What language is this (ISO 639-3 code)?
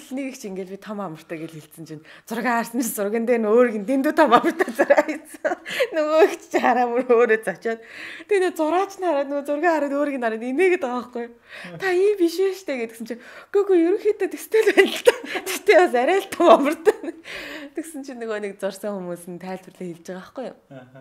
mon